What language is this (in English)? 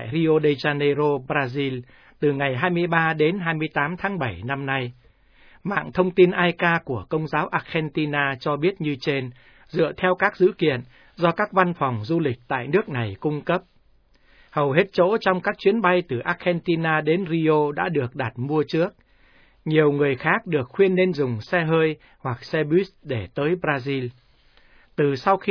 Vietnamese